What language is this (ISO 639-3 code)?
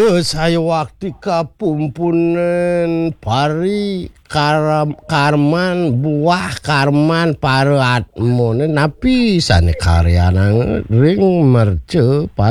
ban